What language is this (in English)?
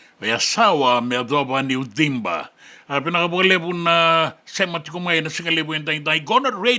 Fijian